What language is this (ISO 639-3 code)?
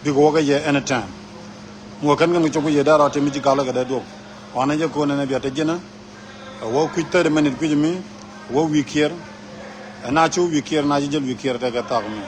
nus